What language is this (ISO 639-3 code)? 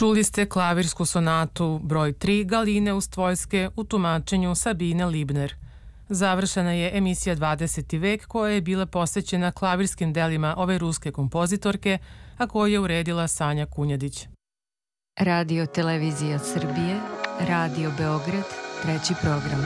srp